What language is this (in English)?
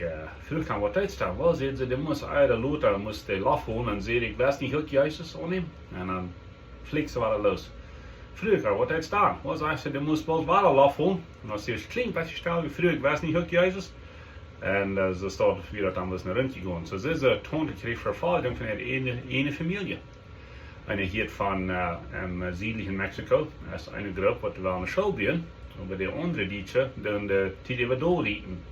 Plautdietsch